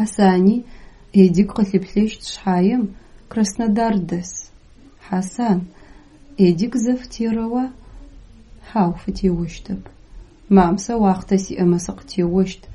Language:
Adyghe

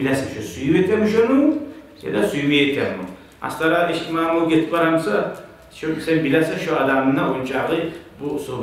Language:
Kumyk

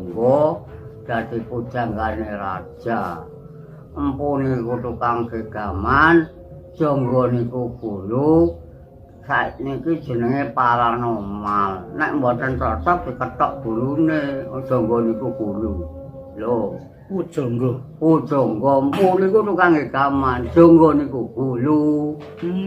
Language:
Javanese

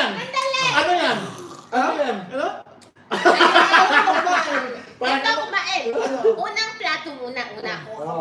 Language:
Filipino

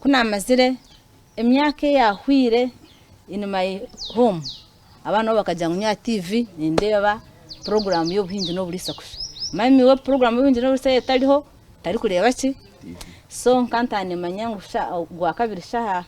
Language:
Nyankole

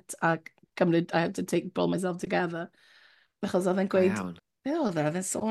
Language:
Welsh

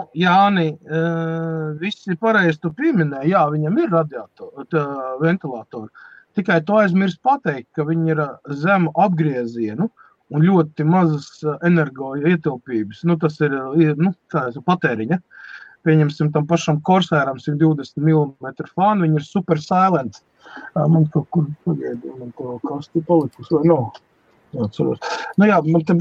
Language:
Latvian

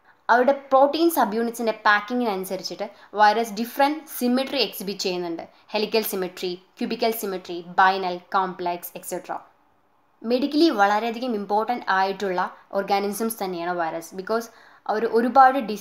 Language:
Malayalam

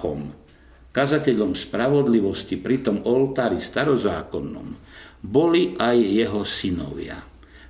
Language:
Slovak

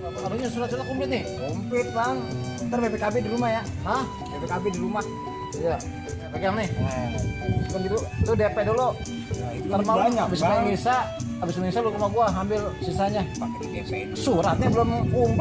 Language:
Betawi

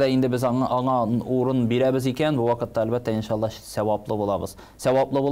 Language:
Tatar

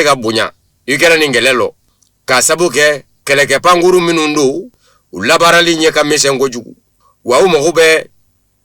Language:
Bambara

